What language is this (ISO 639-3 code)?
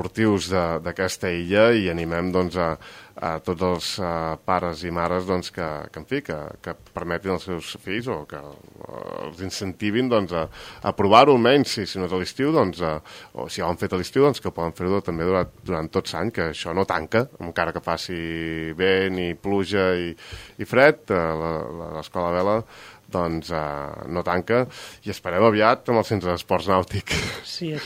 cat